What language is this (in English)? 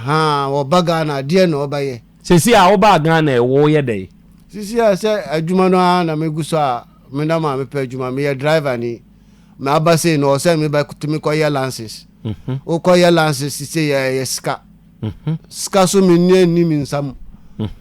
Akan